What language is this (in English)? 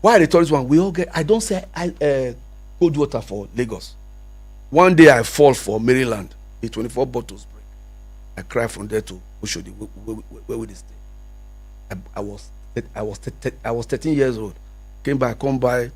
Nigerian Pidgin